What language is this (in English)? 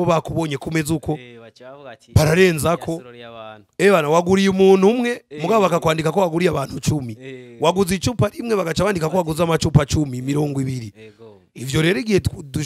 Rundi